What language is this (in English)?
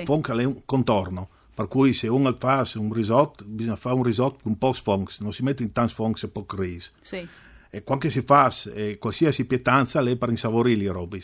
Friulian